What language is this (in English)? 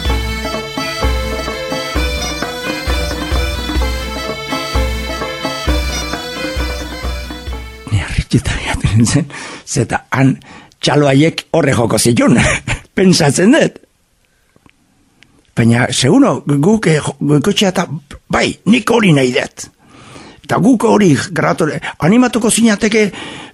Basque